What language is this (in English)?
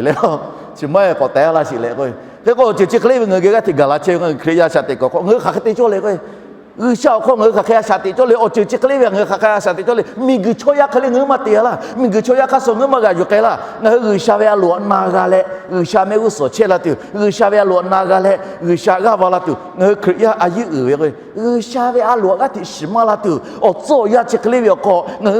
Lahu